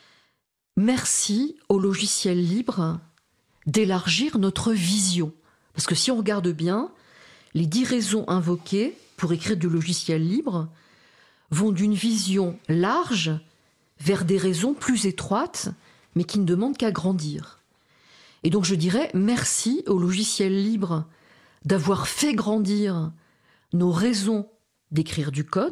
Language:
French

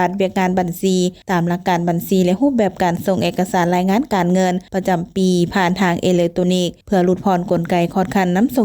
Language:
Lao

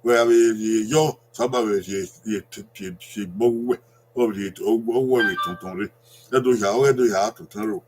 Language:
Bini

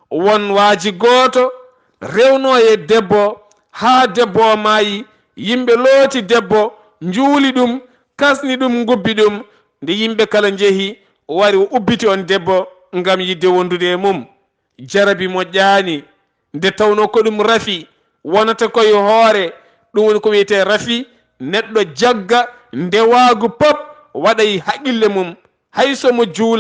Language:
Fula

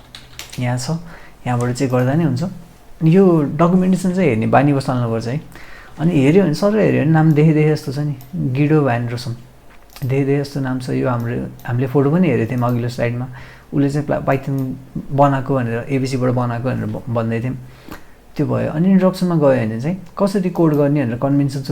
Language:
Nepali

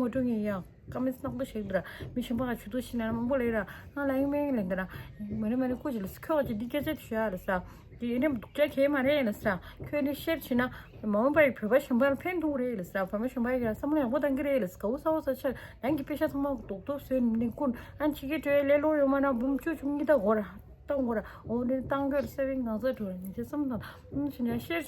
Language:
Tibetan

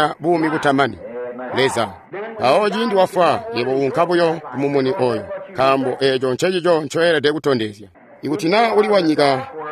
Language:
Tonga (Zambia)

